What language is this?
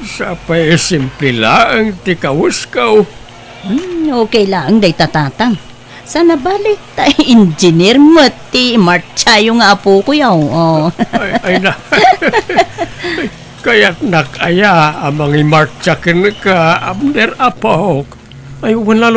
Iloko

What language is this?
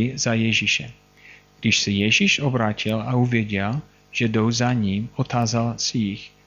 Czech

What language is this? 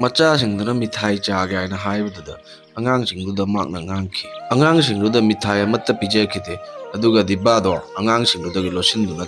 Manipuri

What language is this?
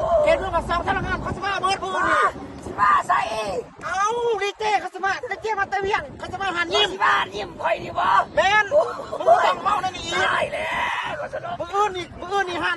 Lao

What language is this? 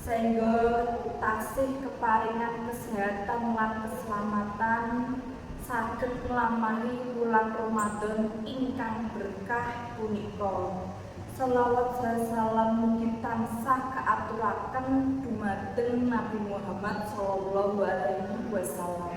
Javanese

